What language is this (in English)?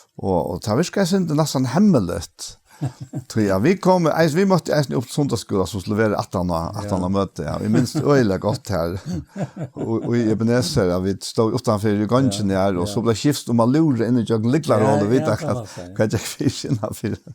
Faroese